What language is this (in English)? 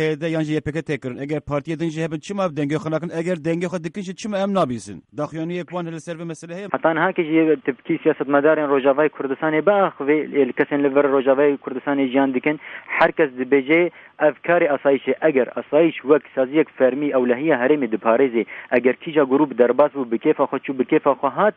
Kurdish